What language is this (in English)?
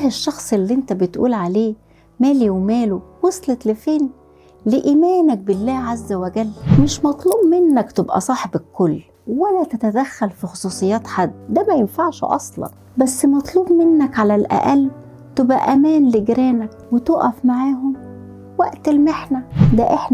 Egyptian Arabic